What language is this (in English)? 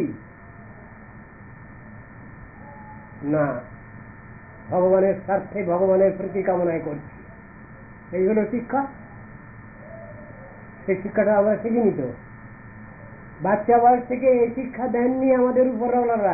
Bangla